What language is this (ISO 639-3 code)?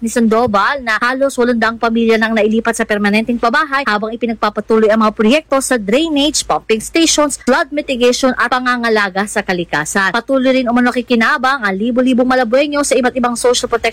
fil